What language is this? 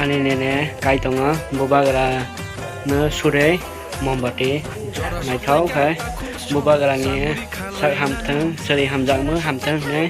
Kok Borok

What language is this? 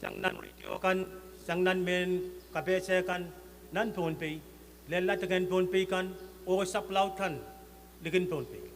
Pohnpeian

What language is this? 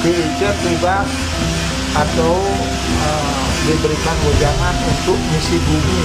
Balinese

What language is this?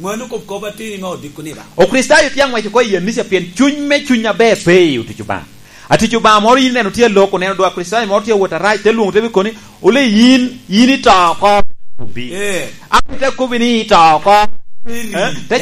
Lango (Uganda)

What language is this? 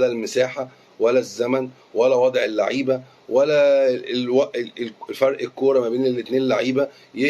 Egyptian Arabic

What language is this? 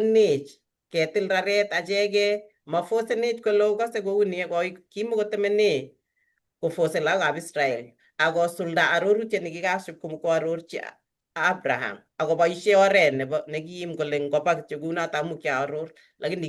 Kalenjin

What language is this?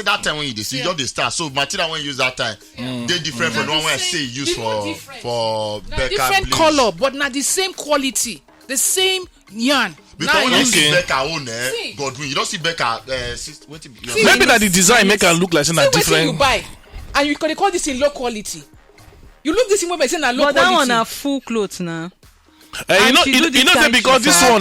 Nigerian Pidgin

